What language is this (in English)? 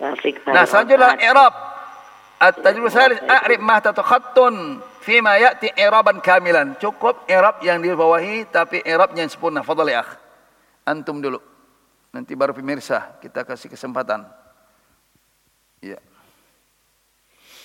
Indonesian